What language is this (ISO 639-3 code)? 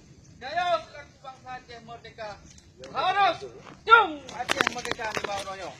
ace